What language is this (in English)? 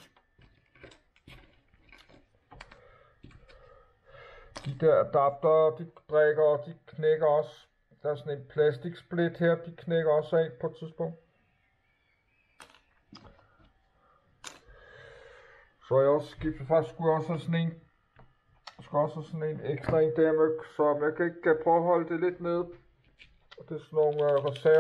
Danish